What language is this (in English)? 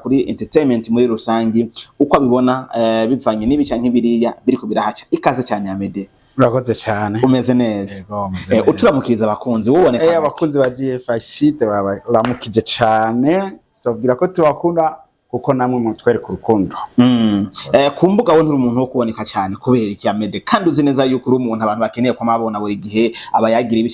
Rundi